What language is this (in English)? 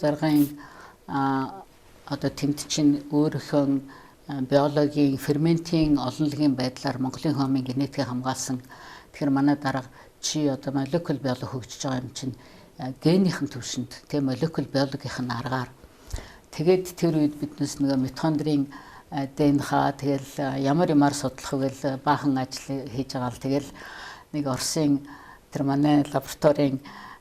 Mongolian